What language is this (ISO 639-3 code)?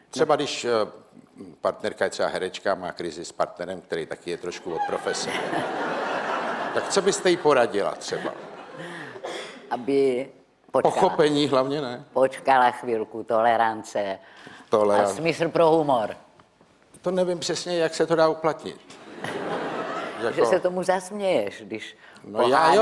ces